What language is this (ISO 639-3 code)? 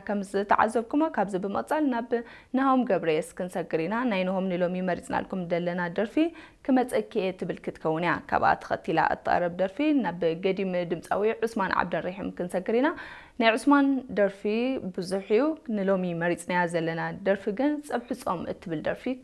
tir